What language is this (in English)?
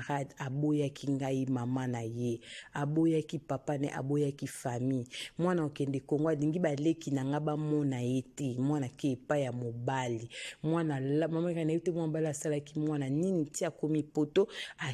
Lingala